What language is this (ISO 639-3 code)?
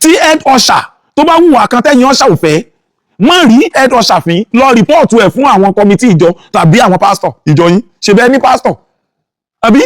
yor